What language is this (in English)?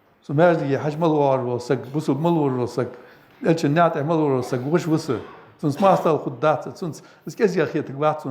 Ingush